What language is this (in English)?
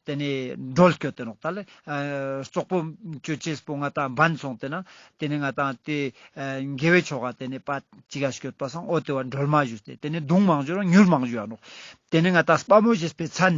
Ladakhi